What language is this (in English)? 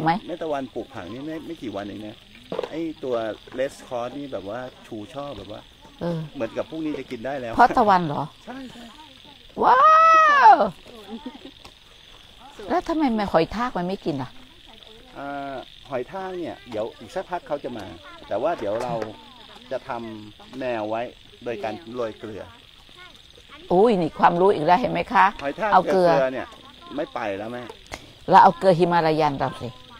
Thai